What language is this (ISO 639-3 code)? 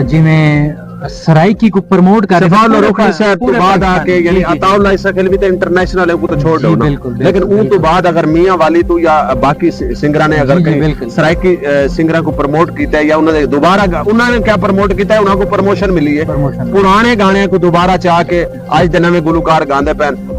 skr